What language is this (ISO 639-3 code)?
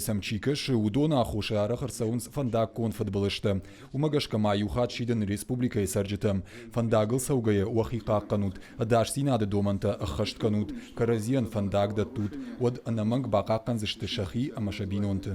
oss